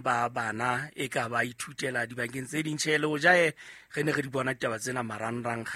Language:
Southern Sotho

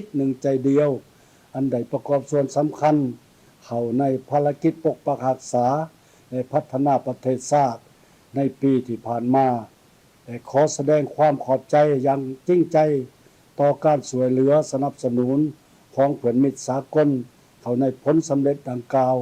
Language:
Lao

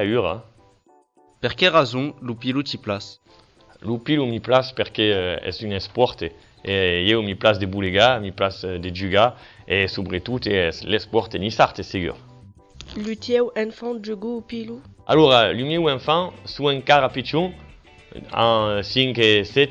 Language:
Occitan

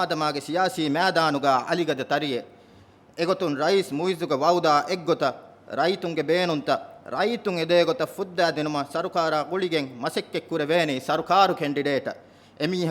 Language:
Divehi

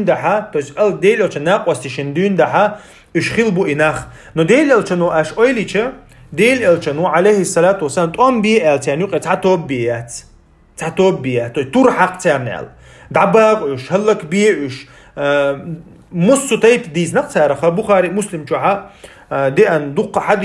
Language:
Chechen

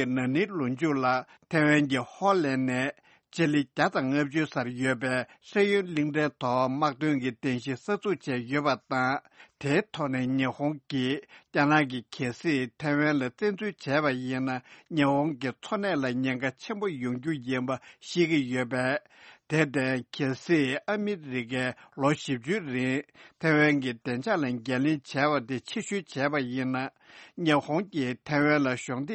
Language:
Tibetan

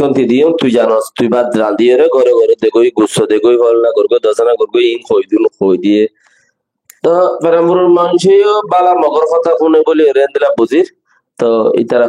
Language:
Rohingya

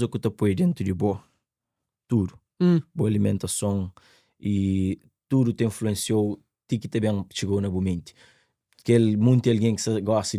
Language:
Kabuverdianu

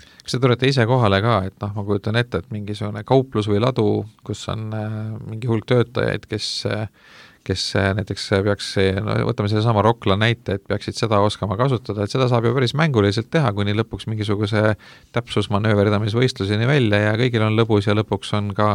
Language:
Estonian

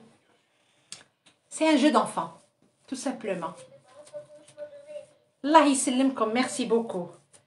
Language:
French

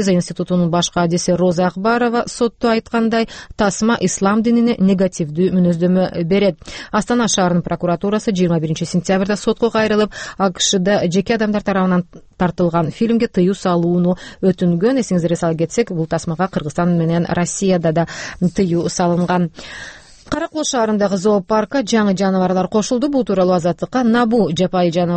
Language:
Kyrgyz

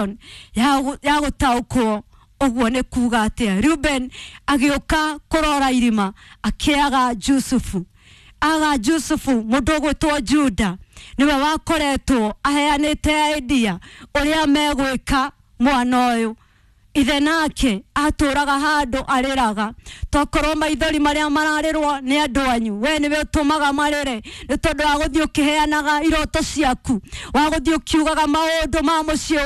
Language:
Kikuyu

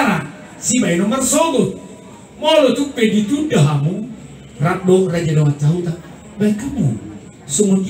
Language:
Batak Toba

